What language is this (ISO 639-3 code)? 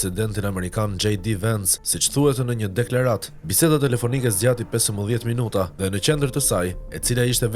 sqi